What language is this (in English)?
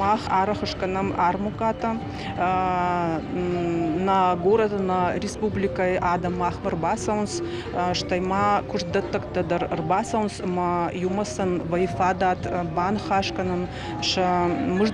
Ossetic